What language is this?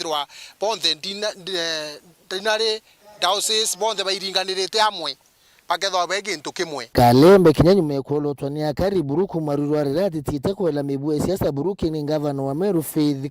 Meru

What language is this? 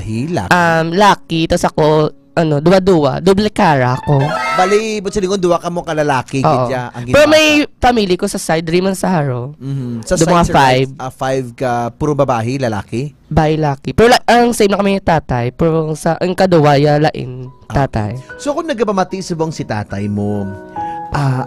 Hiligaynon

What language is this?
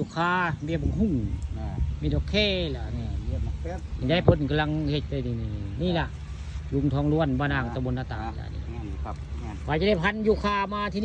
Northeastern Thai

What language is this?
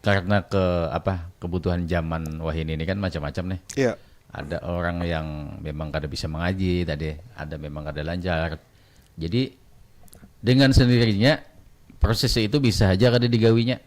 Banjar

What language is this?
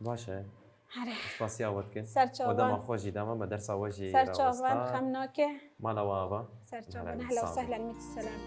Kurdish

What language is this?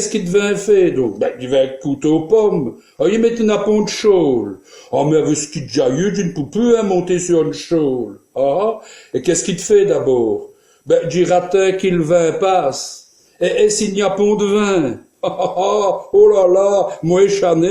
Walloon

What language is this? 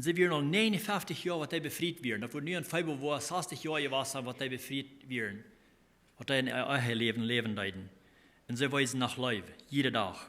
Plautdietsch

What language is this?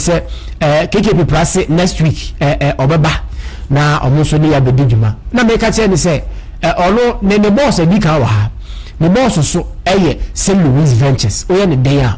Akan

